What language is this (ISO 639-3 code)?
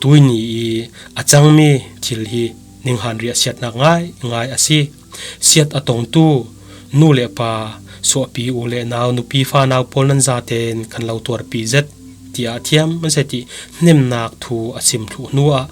cfm